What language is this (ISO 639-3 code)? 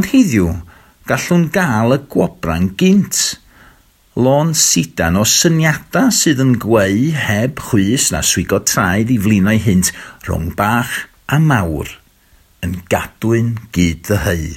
cym